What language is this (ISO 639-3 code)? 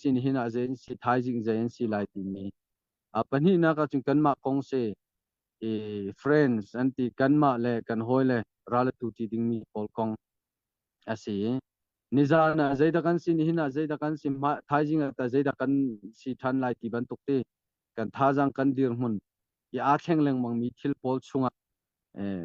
cnh